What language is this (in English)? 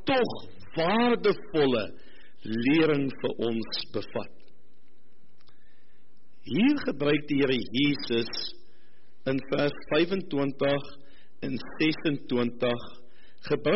Afrikaans